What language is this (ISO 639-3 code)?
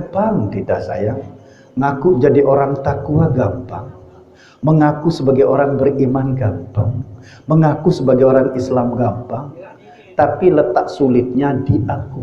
sas